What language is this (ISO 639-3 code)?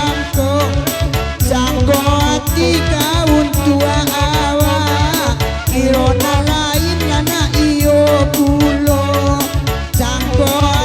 min